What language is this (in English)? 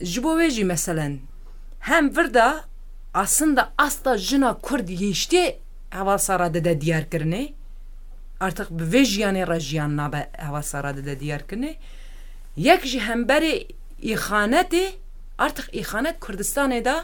Kurdish